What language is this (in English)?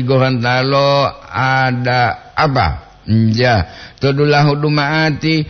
Gorontalo